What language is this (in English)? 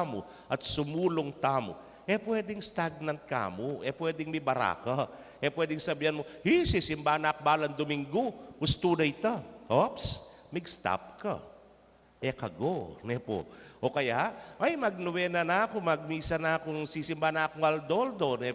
Pampanga